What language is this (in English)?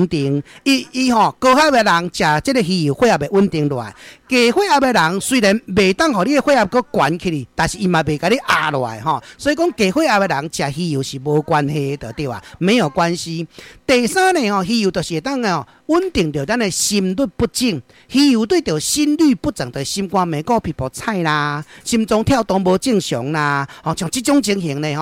Min Nan Chinese